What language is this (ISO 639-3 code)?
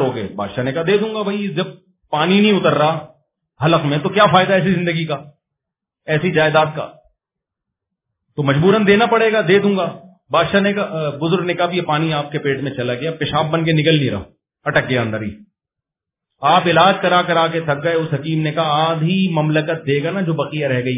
urd